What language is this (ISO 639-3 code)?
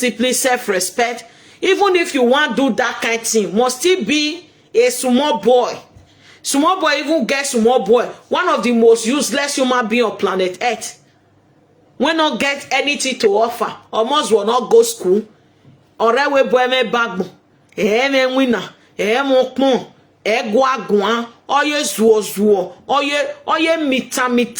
pcm